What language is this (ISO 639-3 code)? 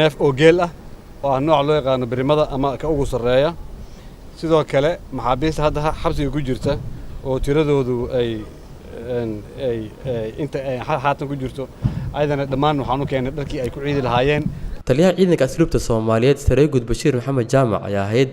som